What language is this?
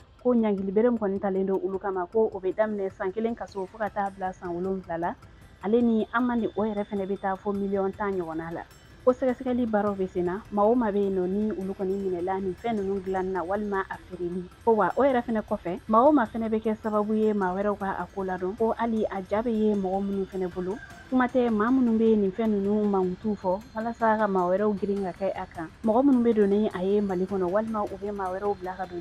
Bambara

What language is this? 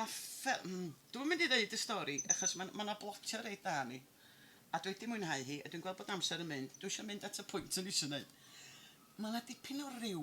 Welsh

